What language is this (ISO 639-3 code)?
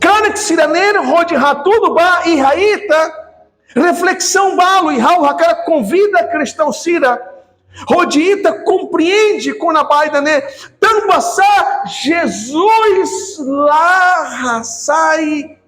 tet